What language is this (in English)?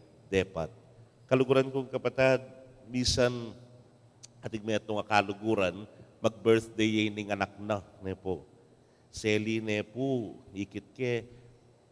Pampanga